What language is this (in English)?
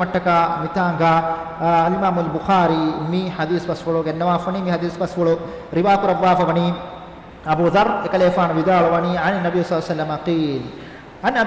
Divehi